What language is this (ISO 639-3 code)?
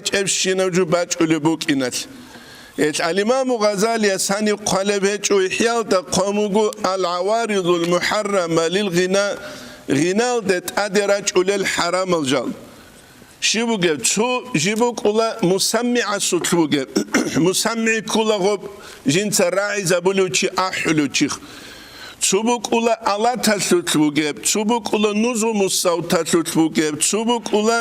ava